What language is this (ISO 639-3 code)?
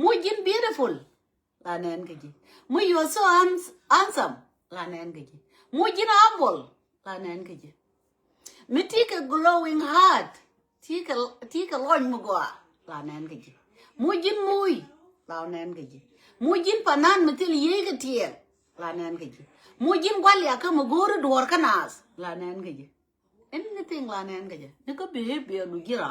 nus